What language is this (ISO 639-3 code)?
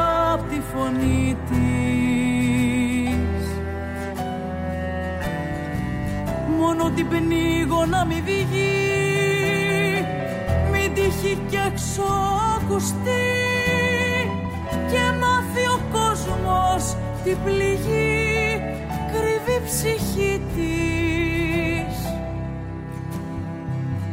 ell